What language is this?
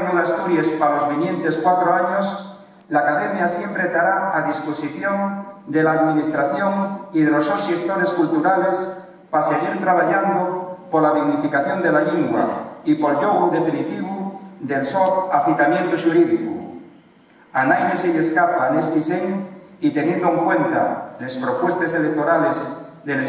Asturian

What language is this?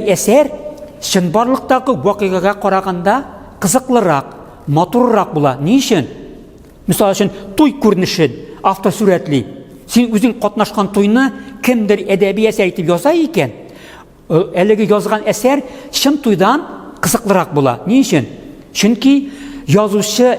Tatar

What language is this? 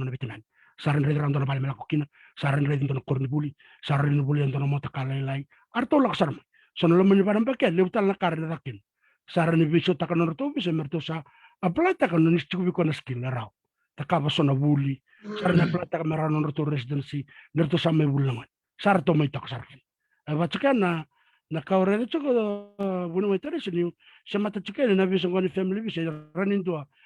Fijian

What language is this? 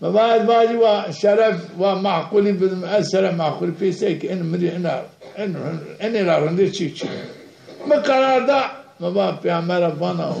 Zaza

